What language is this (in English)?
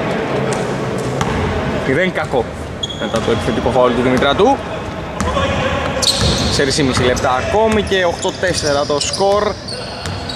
Greek